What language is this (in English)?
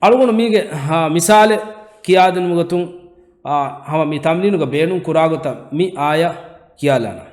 Divehi